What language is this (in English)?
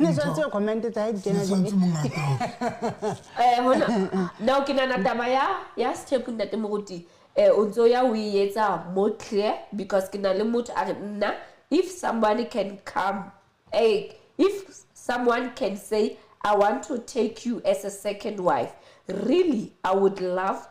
Southern Sotho